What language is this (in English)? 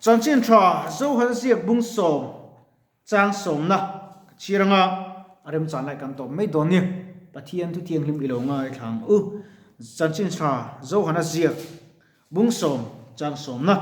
Mizo